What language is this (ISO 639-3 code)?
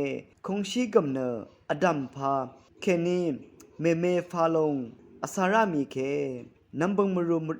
raw